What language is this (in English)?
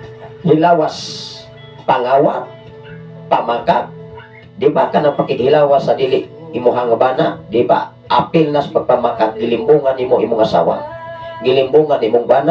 Cebuano